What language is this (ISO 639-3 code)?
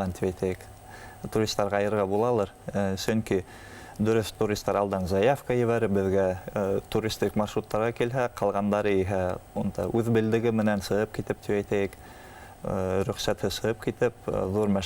bak